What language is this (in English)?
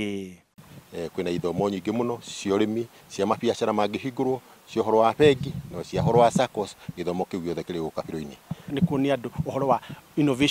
Kikuyu